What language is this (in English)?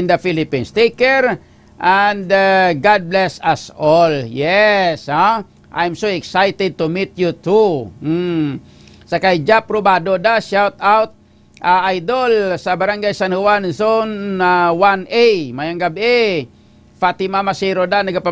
Hiligaynon